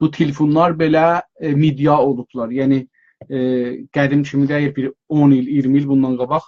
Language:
South Azerbaijani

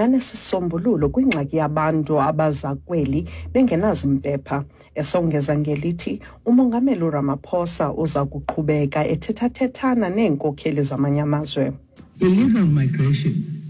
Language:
Xhosa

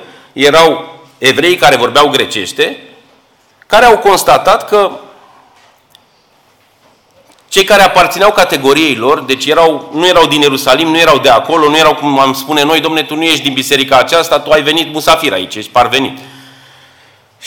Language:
Romanian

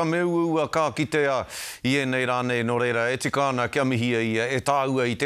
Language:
Māori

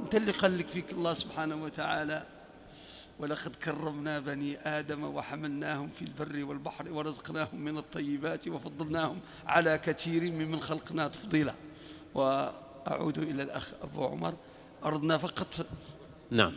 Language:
Moroccan Arabic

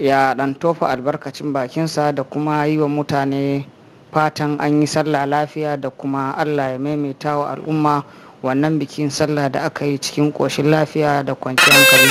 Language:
Hausa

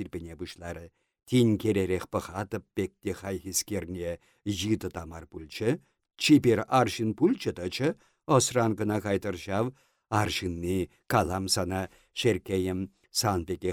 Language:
Chuvash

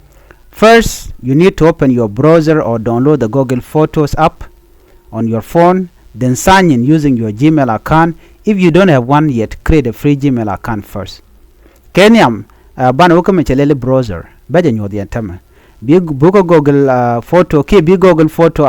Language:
Nuer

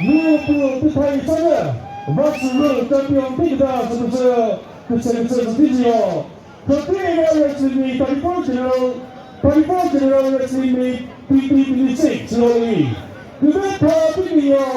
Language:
Chokri Naga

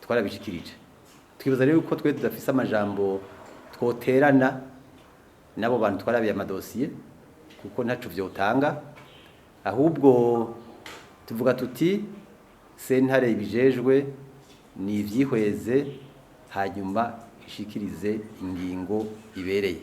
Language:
Rundi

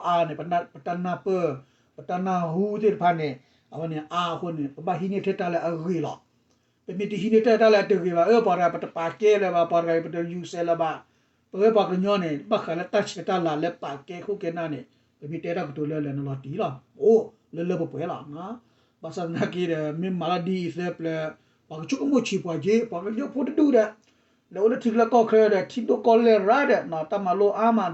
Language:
S'gaw Karen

